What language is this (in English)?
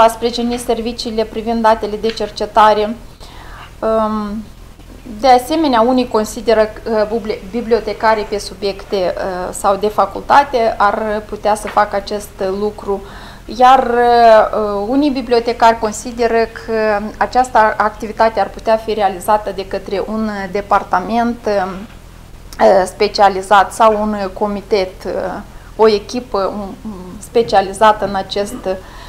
Romanian